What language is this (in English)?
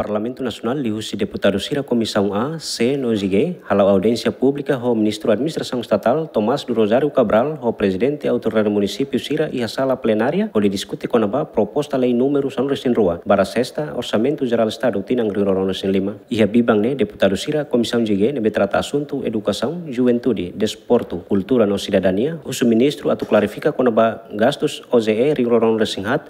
Tetum